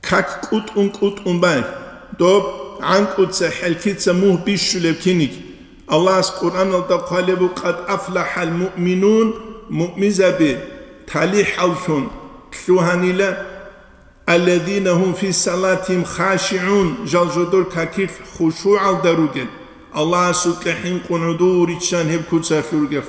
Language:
Avaric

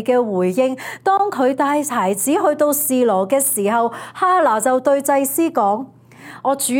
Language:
Cantonese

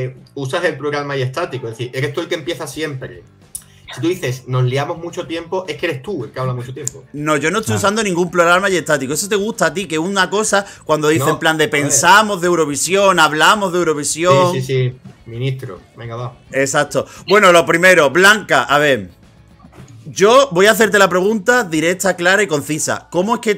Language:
Spanish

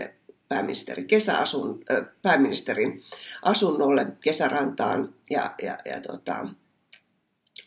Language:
Finnish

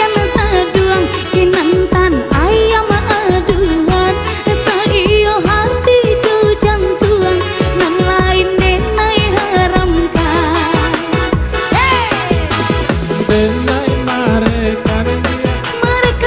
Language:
Minangkabau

